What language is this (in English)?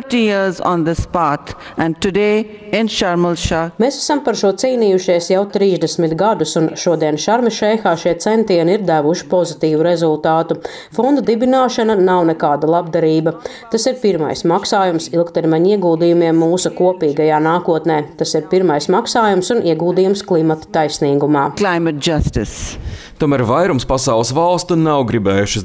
Latvian